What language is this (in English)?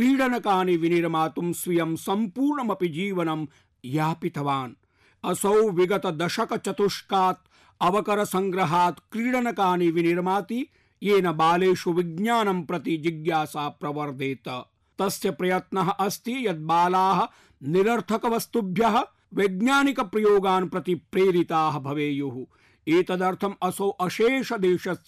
Sanskrit